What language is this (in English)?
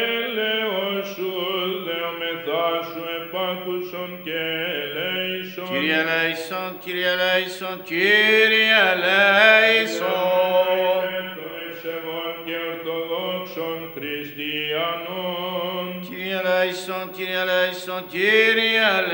Greek